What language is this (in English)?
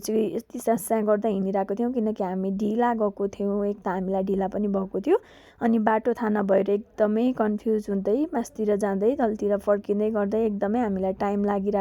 Nepali